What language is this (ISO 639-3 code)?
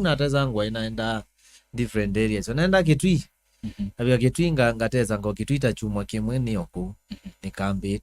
kam